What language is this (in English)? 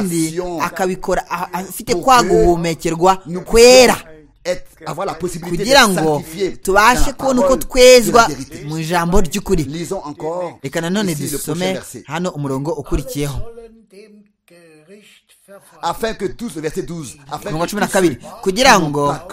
Kinyarwanda